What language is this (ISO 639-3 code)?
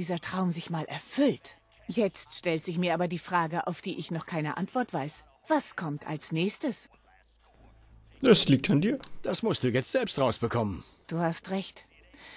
deu